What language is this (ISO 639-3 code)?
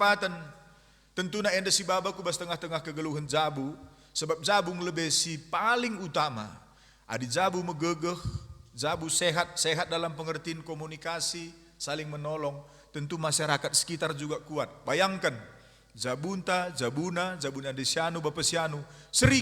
btx